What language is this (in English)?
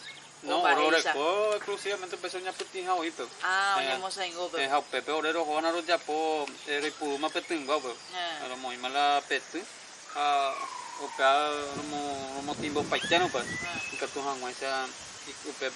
Guarani